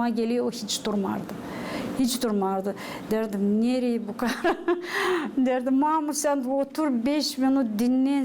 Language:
Gagauz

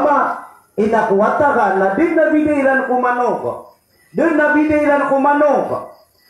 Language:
Maranao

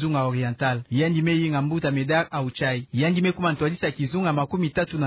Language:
Kituba (Democratic Republic of Congo)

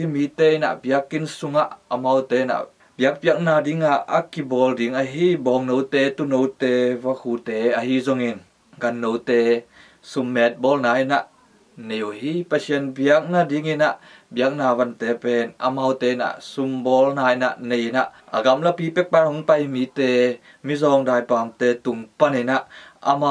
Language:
Tedim Chin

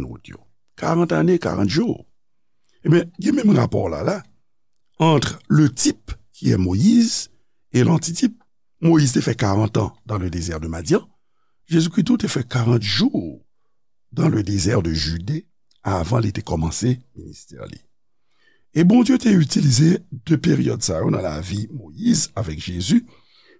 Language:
Haitian Creole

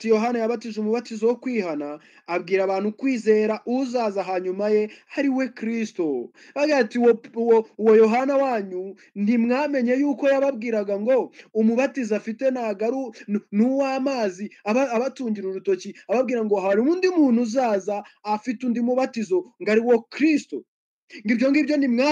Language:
Kinyarwanda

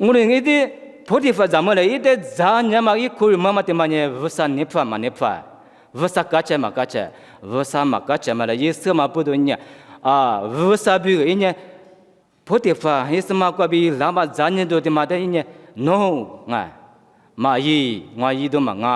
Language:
Lisu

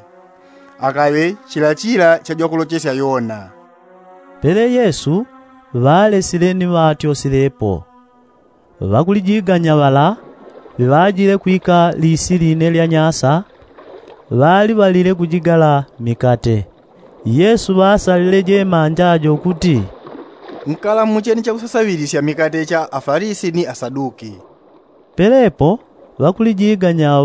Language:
Yao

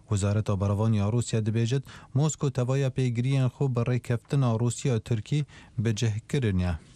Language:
Central Kurdish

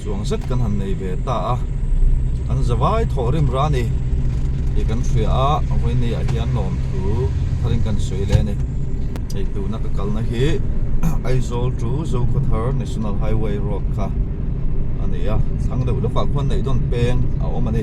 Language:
Mizo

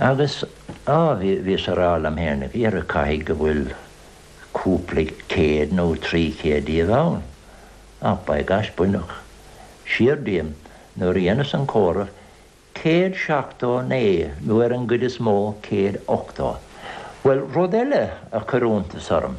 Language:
Irish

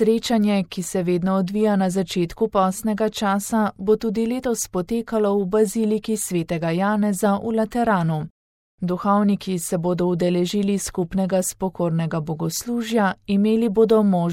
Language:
Slovenian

